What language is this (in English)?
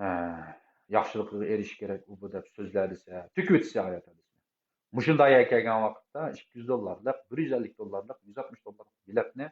Uyghur